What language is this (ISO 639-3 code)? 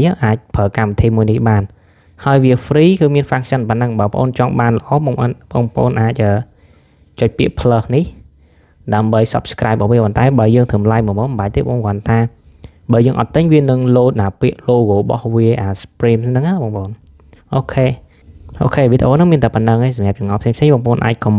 khm